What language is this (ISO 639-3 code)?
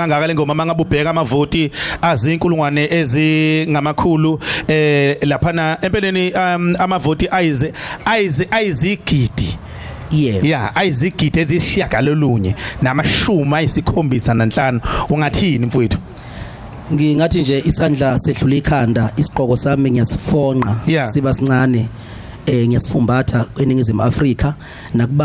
zul